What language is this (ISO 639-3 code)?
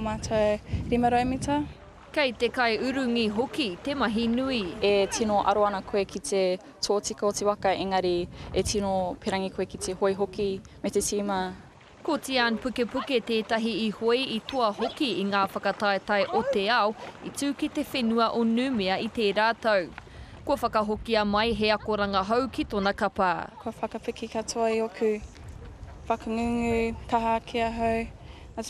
mri